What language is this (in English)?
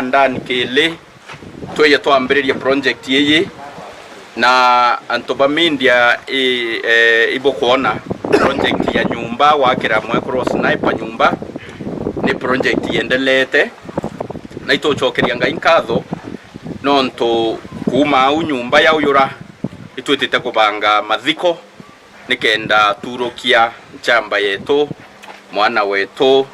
Meru